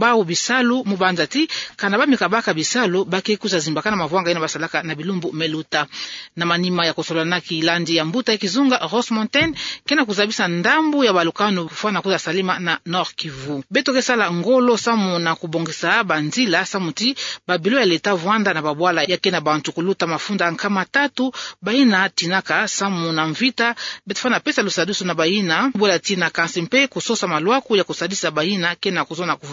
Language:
Kituba (Democratic Republic of Congo)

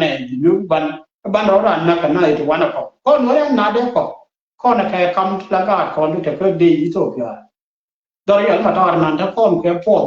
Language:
Nuer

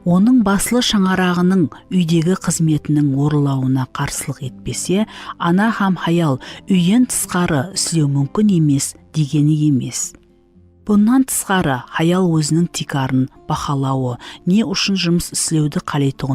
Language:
Kara-Kalpak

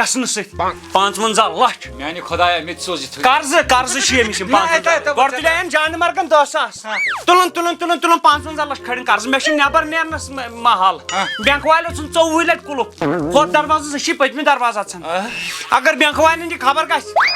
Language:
Kashmiri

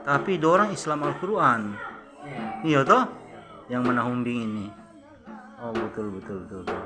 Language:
Manado Malay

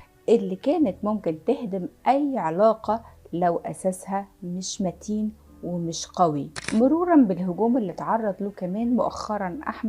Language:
Egyptian Arabic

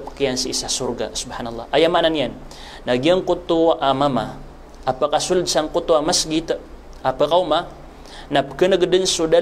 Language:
Maranao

